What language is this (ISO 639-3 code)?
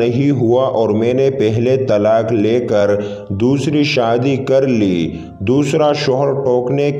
urd